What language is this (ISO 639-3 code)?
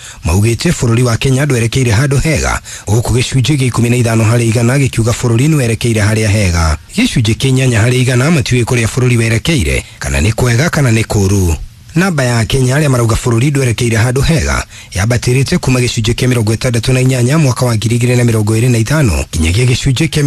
kik